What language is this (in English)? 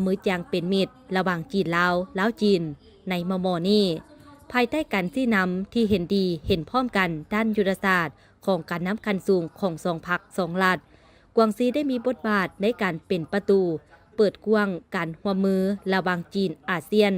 Lao